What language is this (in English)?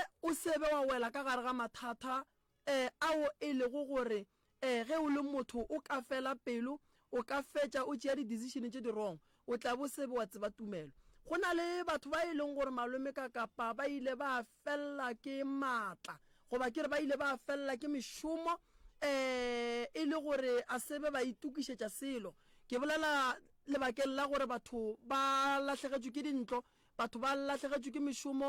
Northern Sotho